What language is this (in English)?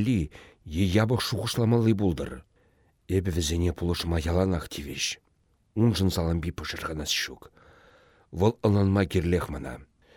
Chuvash